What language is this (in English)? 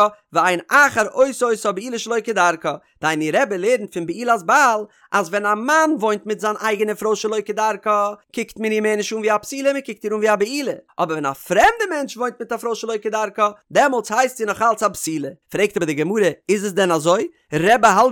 Yiddish